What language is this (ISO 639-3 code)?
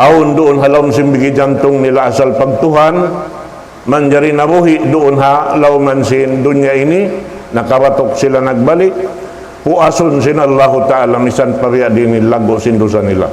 tsg